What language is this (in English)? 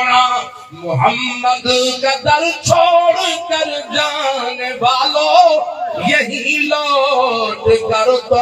Saraiki